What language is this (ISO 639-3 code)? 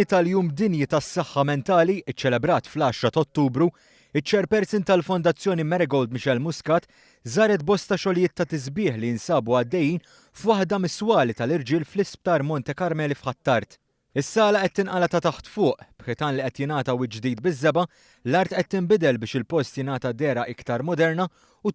mlt